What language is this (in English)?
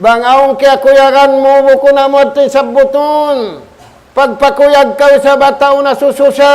Tausug